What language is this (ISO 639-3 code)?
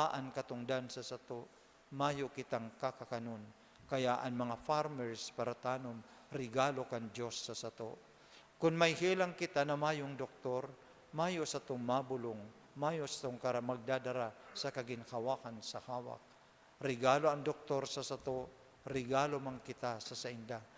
bik